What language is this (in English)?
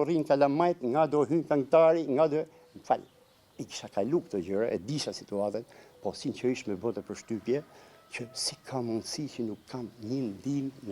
Albanian